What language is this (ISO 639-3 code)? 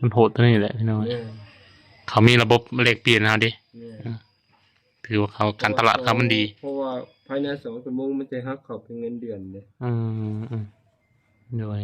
lao